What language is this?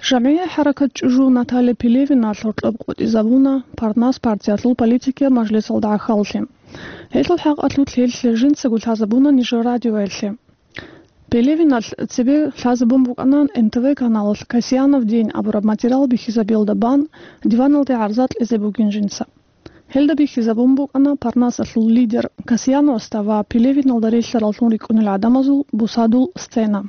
Avaric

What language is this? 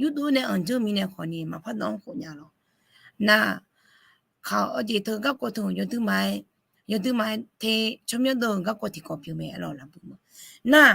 Akha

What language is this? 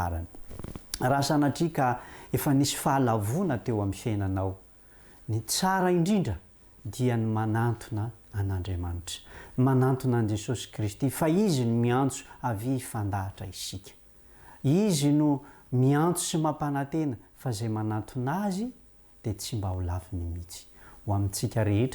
Malagasy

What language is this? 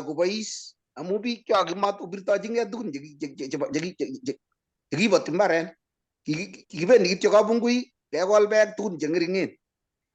Kalenjin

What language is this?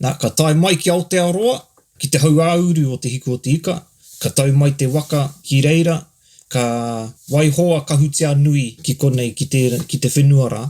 Māori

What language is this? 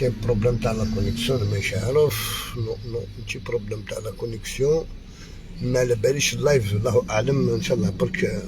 Algerian Arabic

